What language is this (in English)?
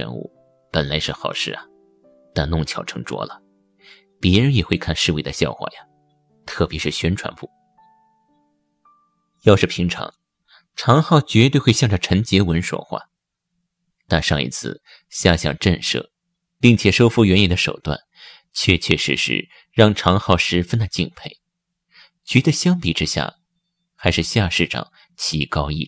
Chinese